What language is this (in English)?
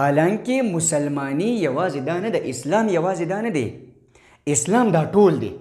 Pashto